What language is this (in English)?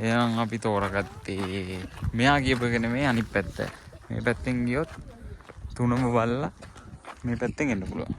Sinhala